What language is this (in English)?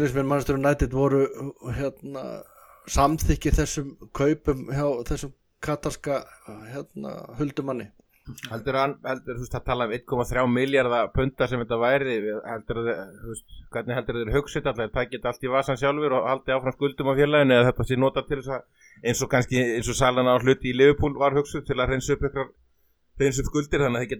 Icelandic